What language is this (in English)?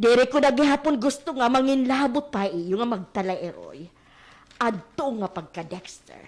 Waray